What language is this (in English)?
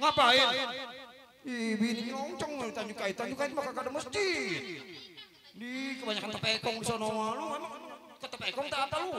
Betawi